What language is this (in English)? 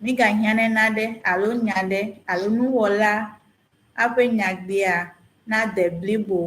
Ewe